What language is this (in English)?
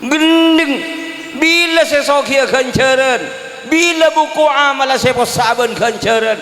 Madurese